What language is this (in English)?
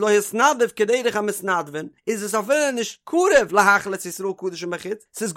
Yiddish